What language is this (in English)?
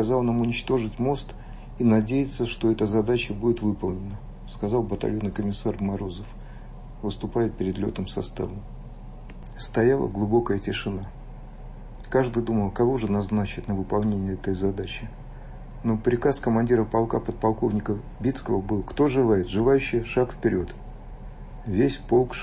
Russian